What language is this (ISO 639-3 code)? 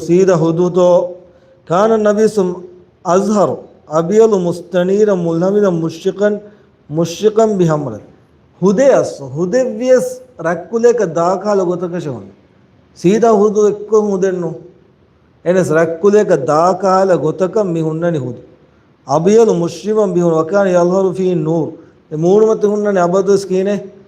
div